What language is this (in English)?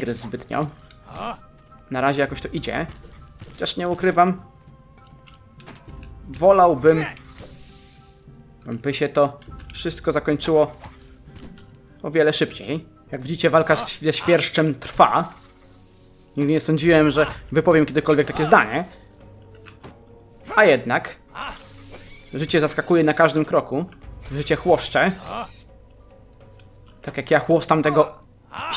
Polish